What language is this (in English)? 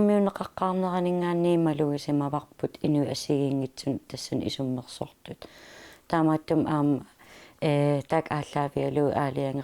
Kalaallisut